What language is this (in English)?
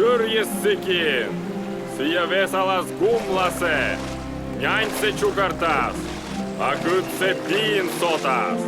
Komi